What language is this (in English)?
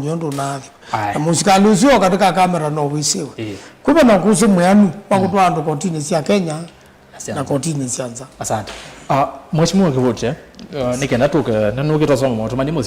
Kamba